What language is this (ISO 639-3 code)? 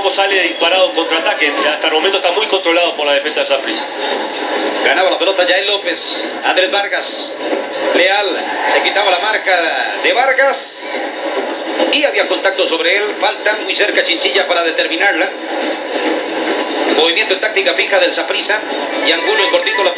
spa